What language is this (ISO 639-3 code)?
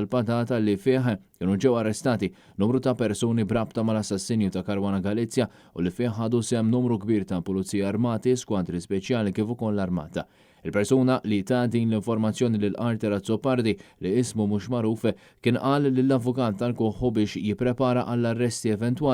mlt